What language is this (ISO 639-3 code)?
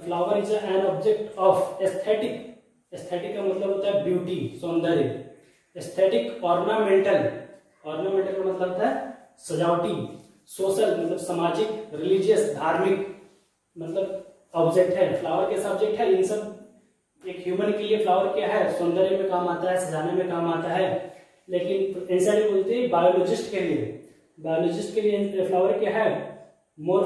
hin